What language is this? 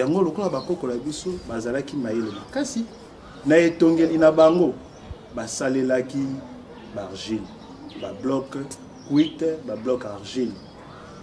Lingala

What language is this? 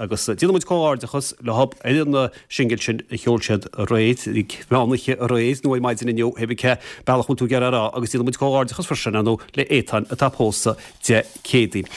Irish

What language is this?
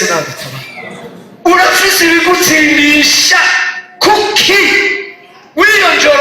Rundi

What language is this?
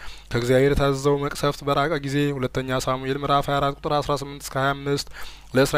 Amharic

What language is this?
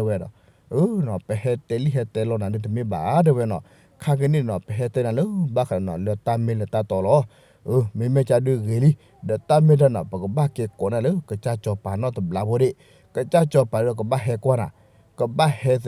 S'gaw Karen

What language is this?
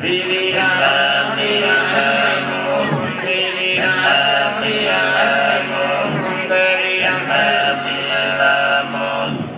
Sardinian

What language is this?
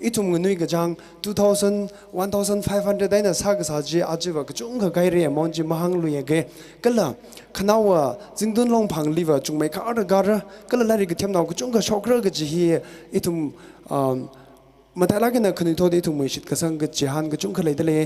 Tangkhul Naga (India)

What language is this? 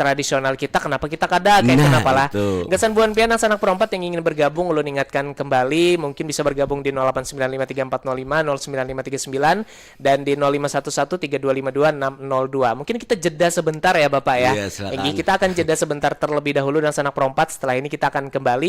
Banjar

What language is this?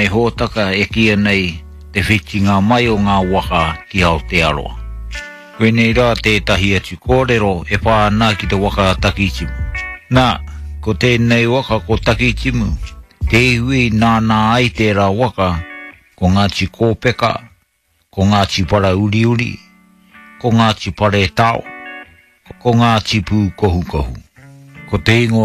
Māori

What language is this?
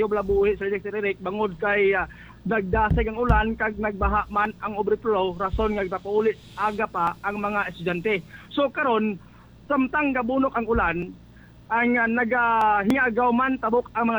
Hiligaynon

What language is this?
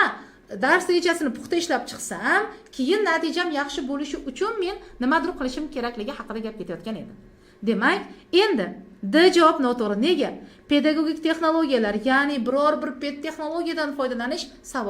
Uzbek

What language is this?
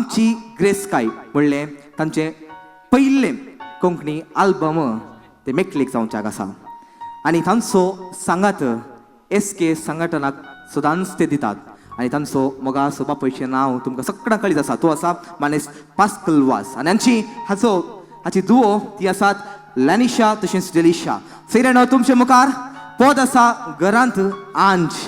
Konkani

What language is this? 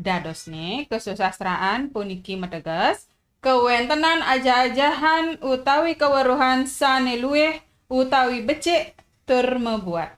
Balinese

